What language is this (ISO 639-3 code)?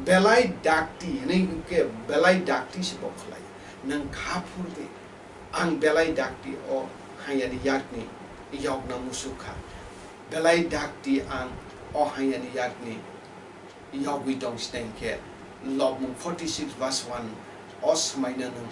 trp